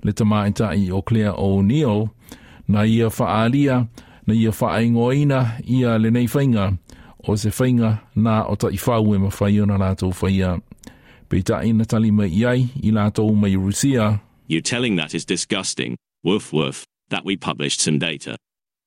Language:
Samoan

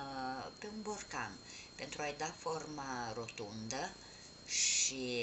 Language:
Romanian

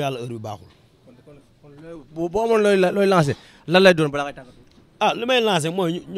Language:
Wolof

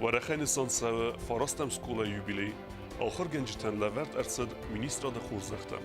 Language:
Ossetic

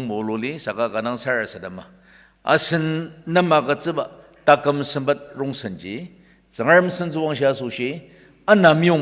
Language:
Ao Naga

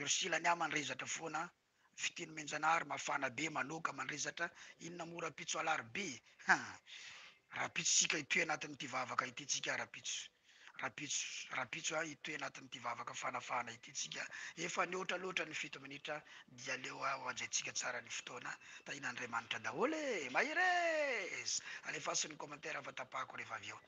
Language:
Malagasy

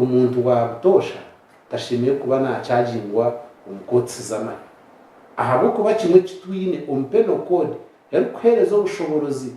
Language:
Nyankole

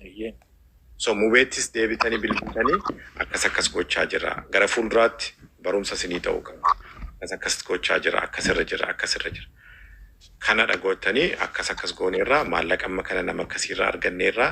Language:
Oromo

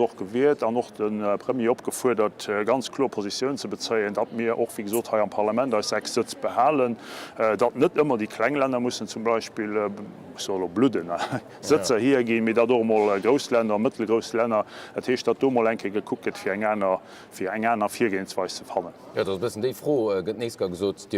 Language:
Luxembourgish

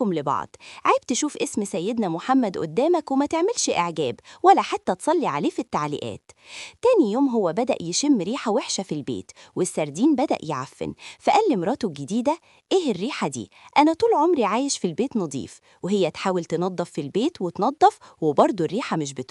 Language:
Egyptian Arabic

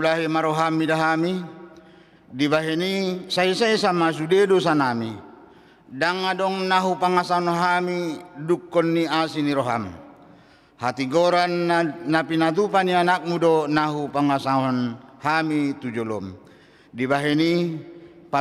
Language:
Batak Toba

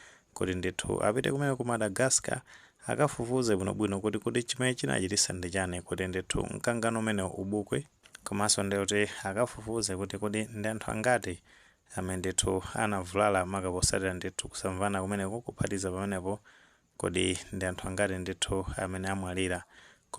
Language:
Nyanja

